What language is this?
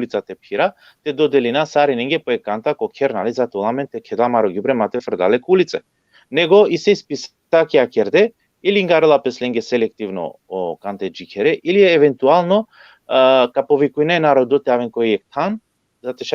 Balkan Romani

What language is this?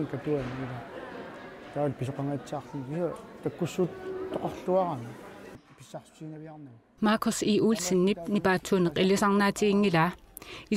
Kalaallisut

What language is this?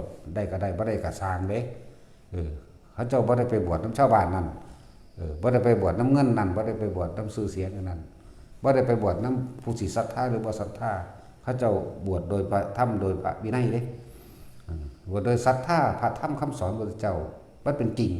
Northeastern Thai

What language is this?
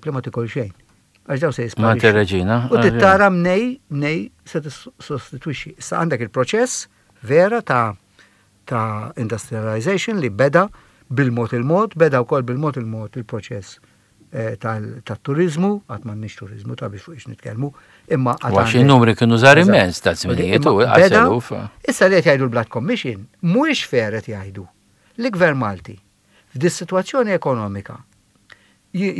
Maltese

